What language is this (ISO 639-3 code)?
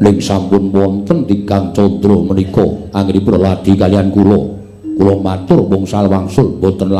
jav